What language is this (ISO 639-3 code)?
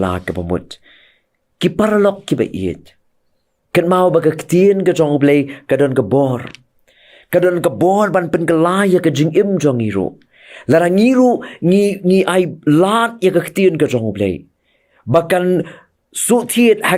kha